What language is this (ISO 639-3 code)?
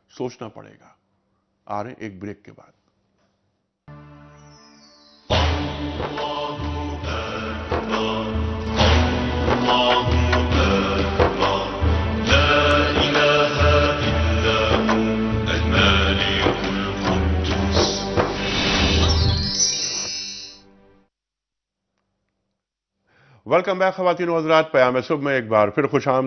urd